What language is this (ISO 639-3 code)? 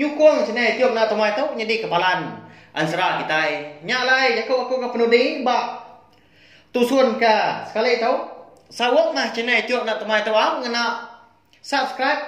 iba